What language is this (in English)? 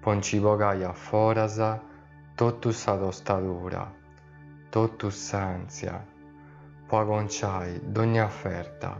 Sardinian